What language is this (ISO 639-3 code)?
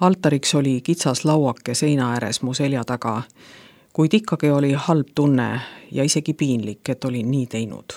est